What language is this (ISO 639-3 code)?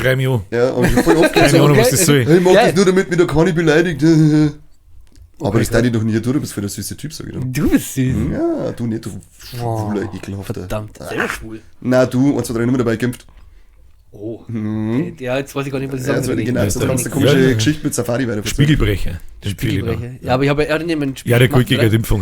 bar